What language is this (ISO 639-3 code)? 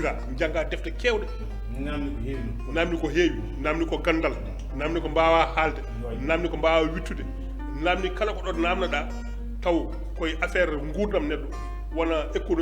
ful